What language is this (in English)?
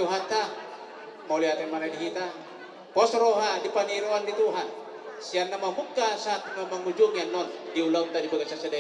Batak Toba